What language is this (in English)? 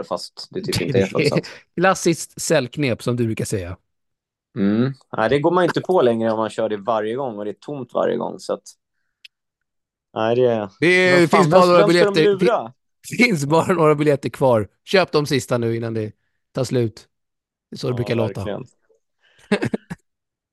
Swedish